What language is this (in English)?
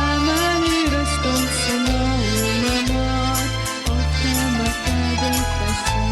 Ossetic